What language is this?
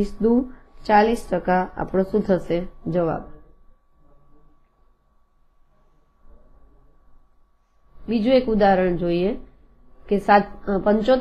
Gujarati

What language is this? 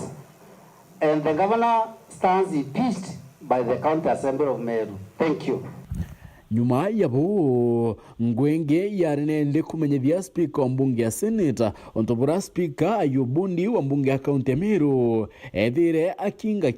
Meru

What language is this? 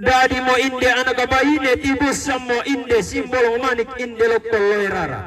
Toraja-Sa'dan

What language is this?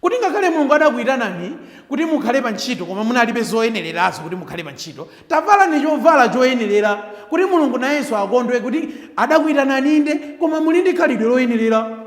Nyanja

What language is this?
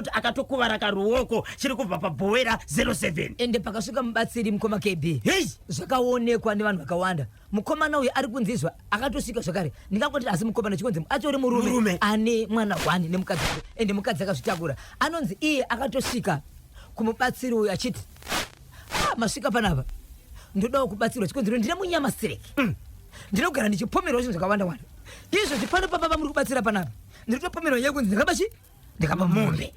Shona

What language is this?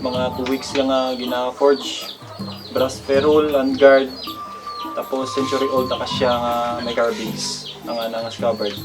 Kinaray-a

